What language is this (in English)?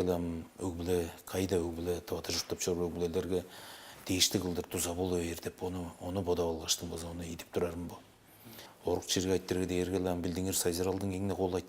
Tuvinian